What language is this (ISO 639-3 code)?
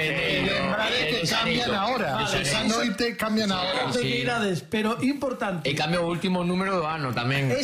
glg